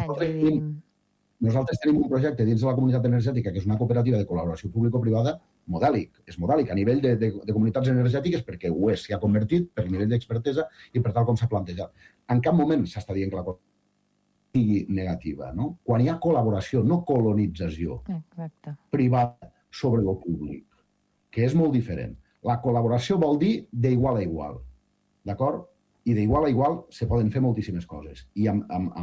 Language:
Catalan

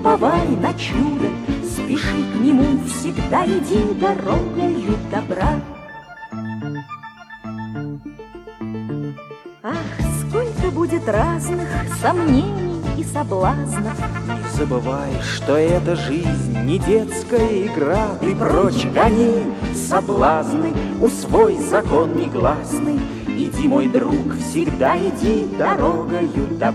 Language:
Russian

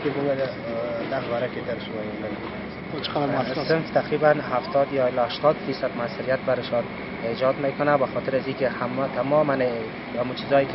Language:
Persian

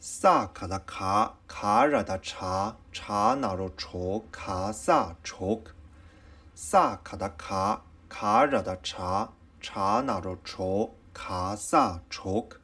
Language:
Tibetan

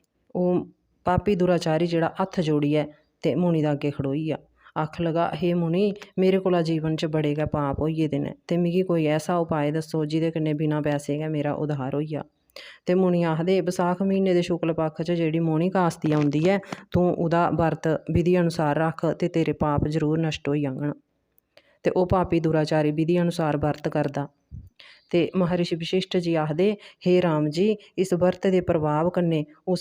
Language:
Dogri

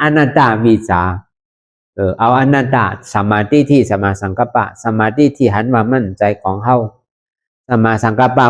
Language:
Shan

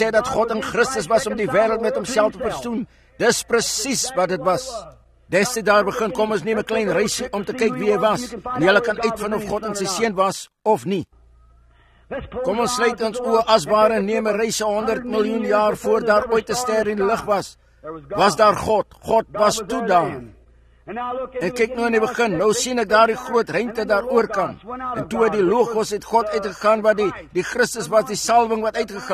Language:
Afrikaans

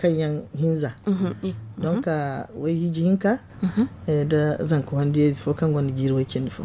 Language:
Zarma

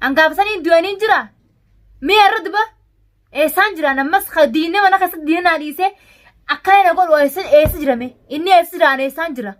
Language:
Oromo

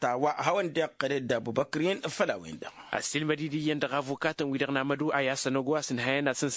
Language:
Tamasheq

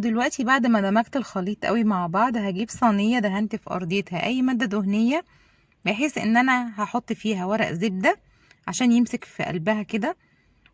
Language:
Egyptian Arabic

